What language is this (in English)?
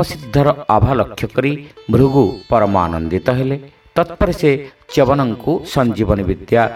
Odia